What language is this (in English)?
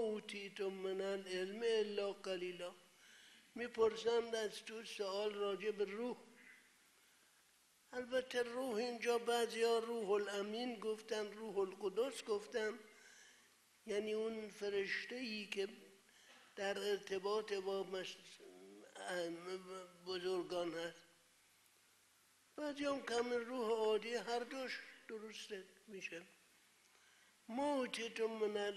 Persian